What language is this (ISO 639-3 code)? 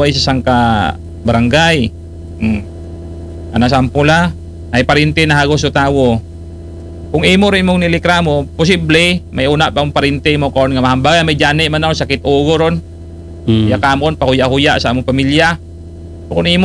akl